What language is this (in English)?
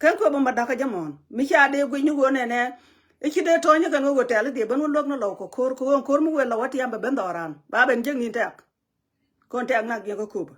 Nuer